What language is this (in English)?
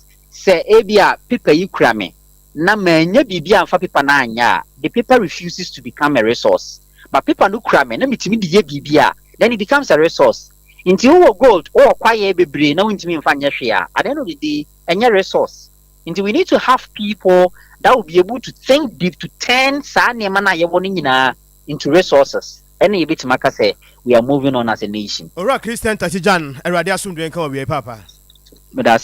Akan